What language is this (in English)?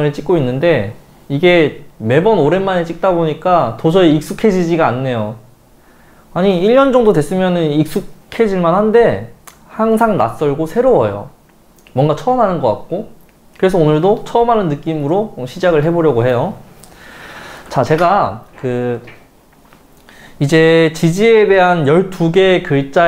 Korean